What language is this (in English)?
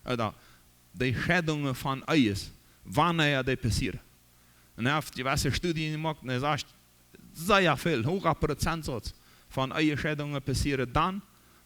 Plautdietsch